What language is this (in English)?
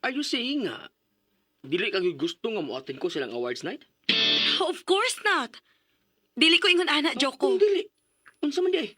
Cebuano